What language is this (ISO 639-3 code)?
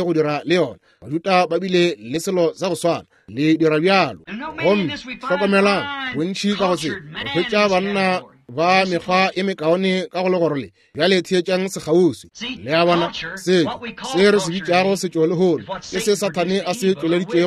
nso